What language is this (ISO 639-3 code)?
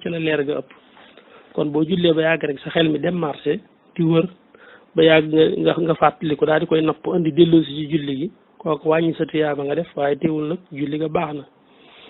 wol